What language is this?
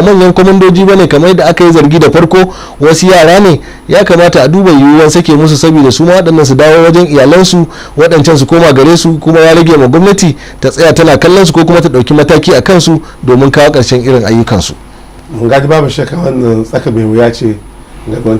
Hausa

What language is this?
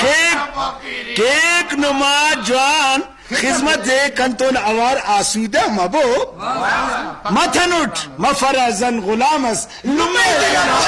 Brahui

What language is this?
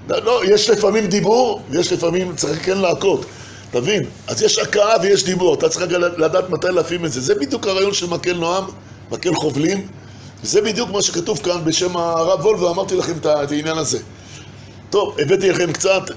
Hebrew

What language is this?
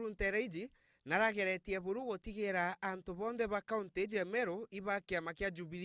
Meru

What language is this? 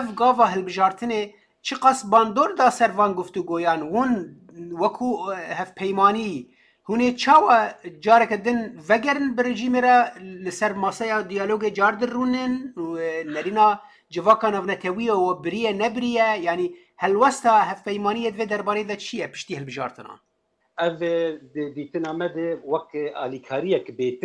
Kurdish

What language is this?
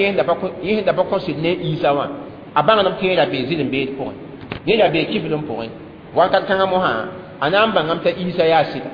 Mossi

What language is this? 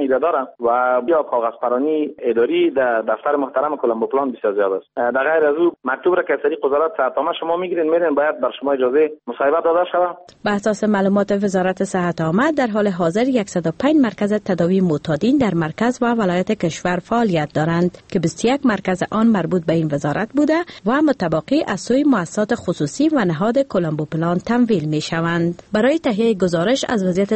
Persian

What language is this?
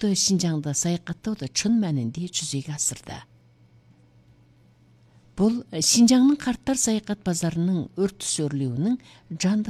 Kazakh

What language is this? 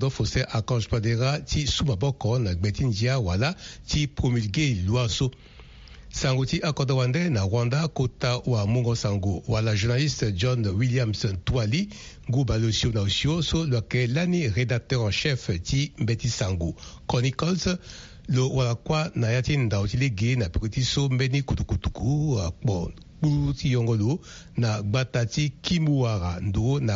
Sango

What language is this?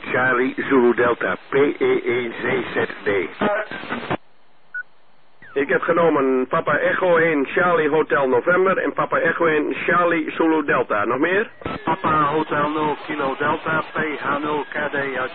Dutch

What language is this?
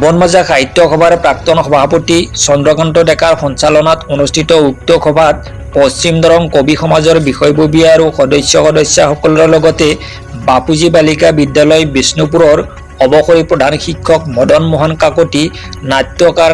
Assamese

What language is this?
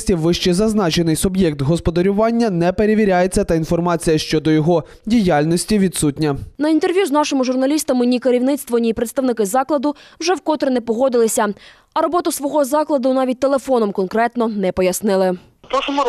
Ukrainian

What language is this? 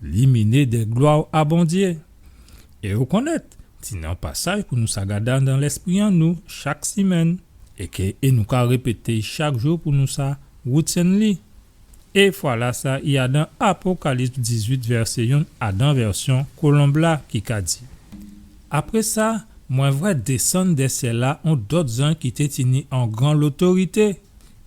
Guadeloupean Creole French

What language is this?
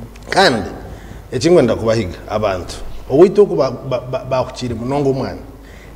Nyankole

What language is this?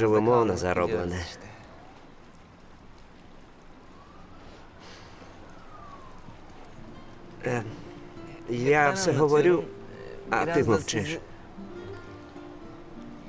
Ukrainian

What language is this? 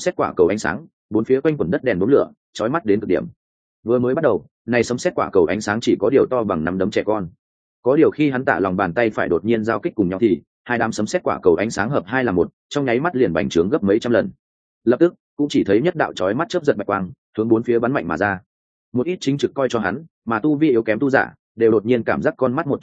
Vietnamese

